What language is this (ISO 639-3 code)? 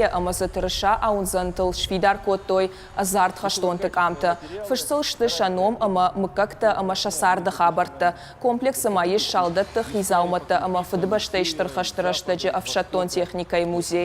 oss